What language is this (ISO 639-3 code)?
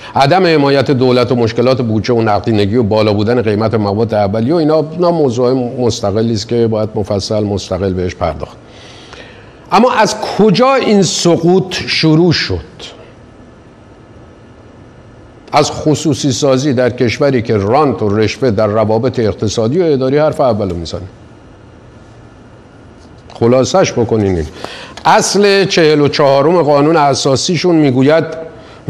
fas